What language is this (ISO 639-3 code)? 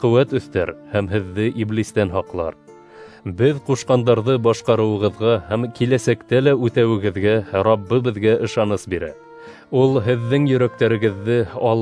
bak